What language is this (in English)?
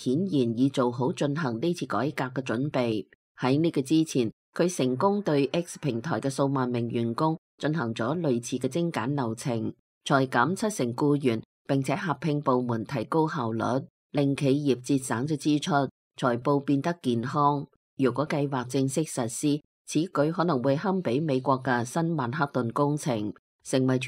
Cantonese